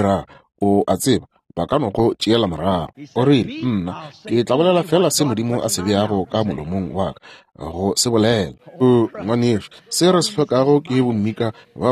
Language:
Northern Sotho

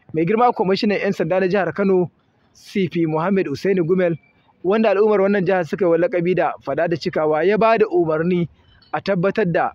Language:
Hausa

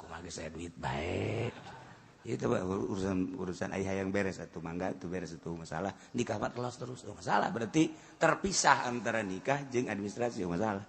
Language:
Sundanese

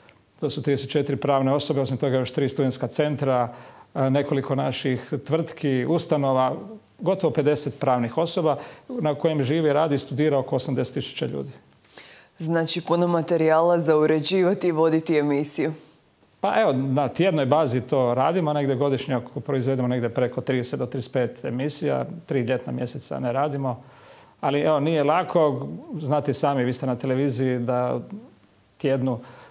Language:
Croatian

